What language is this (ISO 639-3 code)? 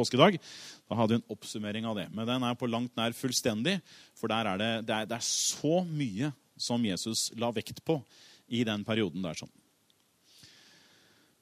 nor